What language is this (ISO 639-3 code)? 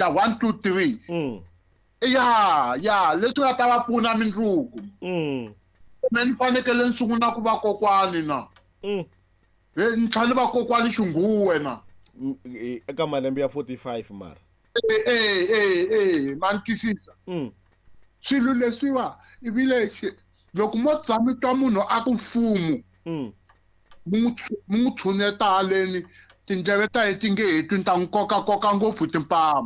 tso